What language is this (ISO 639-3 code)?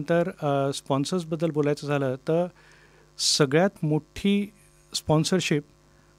mar